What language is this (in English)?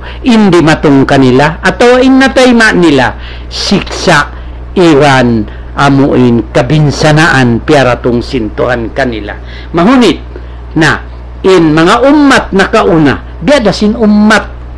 Tausug